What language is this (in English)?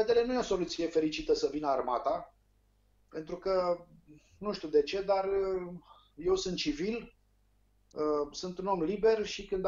Romanian